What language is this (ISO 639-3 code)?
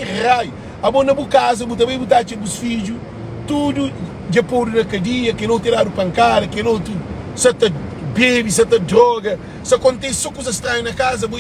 kea